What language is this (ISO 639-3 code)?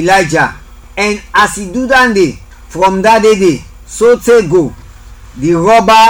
kri